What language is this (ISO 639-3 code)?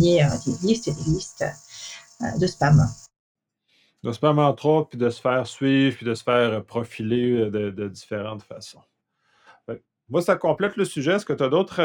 fra